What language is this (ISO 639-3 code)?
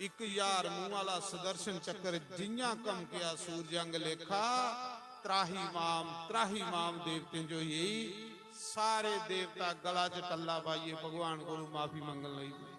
doi